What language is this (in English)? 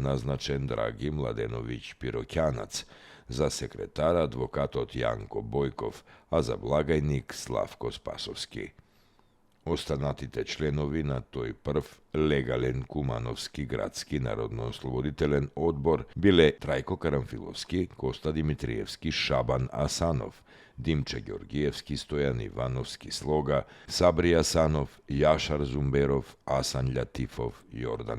Macedonian